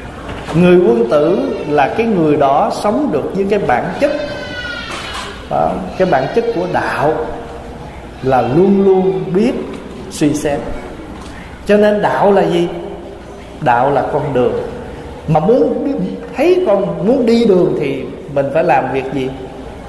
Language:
Vietnamese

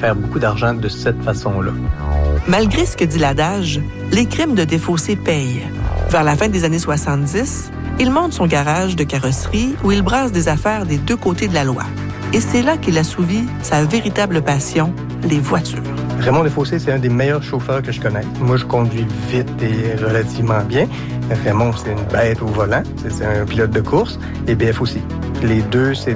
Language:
French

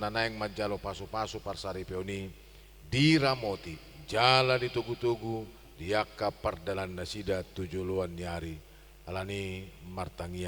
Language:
Batak Toba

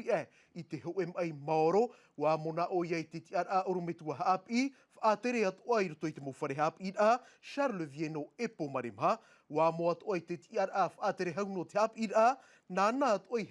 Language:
Tahitian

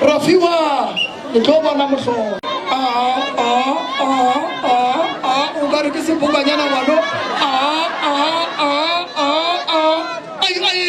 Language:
Northern Sotho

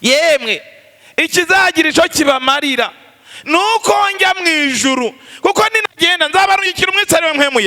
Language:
Rundi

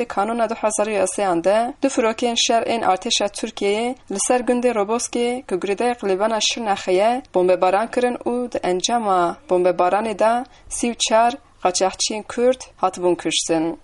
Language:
Kurdish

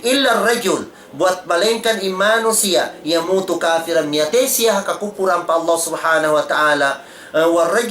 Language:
Tausug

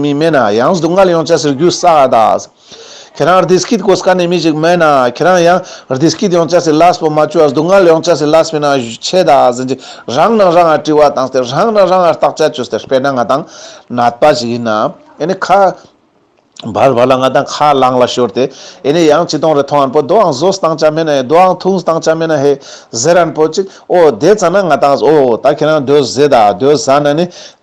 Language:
Ladakhi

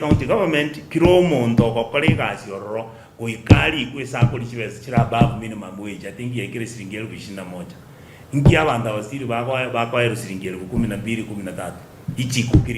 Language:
Gusii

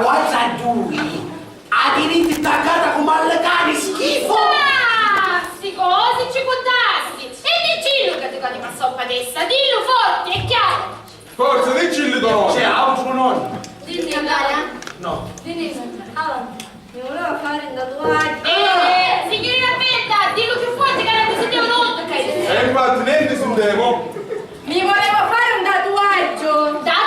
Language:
Sicilian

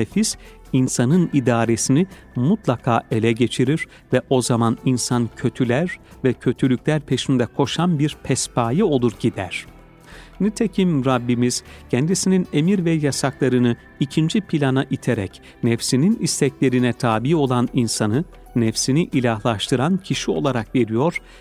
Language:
Turkish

